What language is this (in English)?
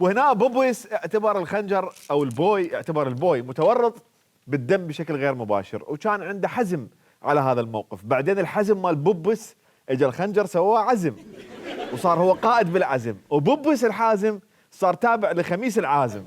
Mesopotamian Arabic